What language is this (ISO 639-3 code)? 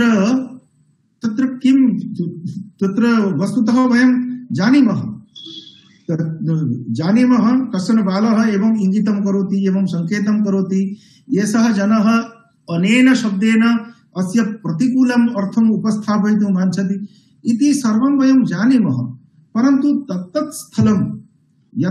san